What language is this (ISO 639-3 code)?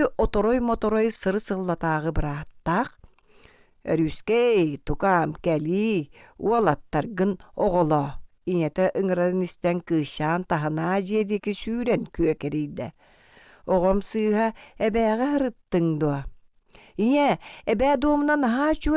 sah